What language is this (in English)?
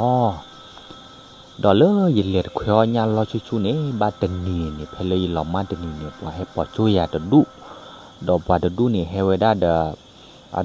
S'gaw Karen